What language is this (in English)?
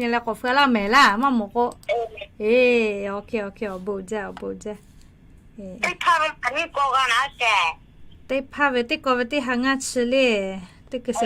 Lahu